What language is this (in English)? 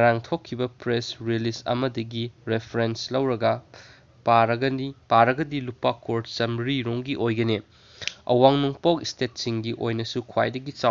Manipuri